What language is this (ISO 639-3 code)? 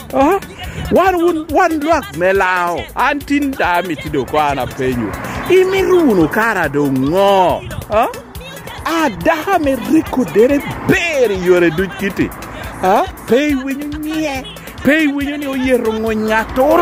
laj